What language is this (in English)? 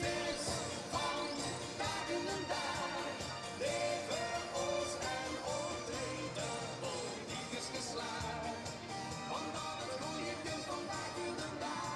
Limburgish